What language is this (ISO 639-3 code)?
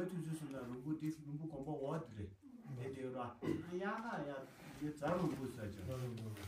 bod